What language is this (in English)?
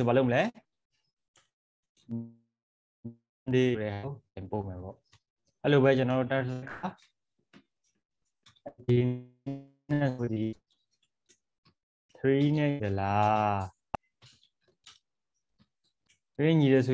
Burmese